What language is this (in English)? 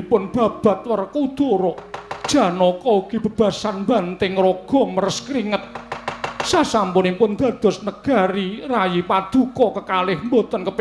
Javanese